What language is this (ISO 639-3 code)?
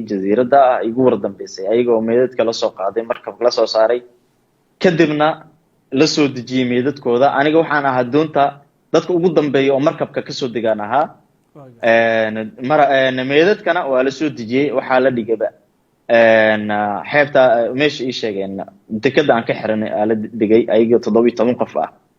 som